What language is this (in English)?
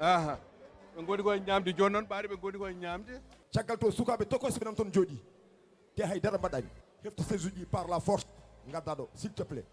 Fula